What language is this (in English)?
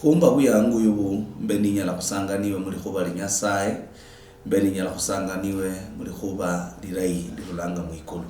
Luyia